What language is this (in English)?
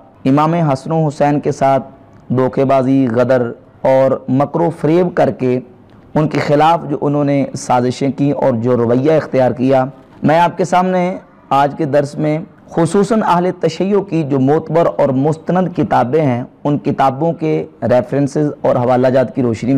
Urdu